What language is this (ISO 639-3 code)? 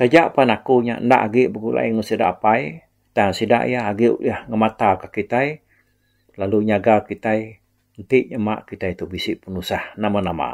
iba